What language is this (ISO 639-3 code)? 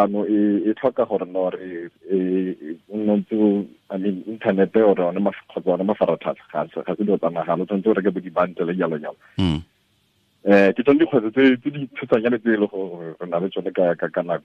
tsn